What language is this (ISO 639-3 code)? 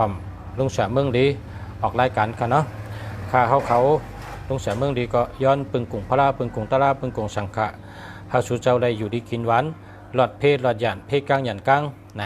shn